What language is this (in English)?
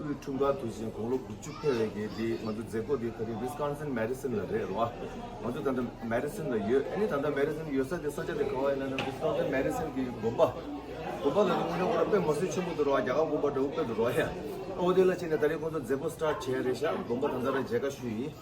Tibetan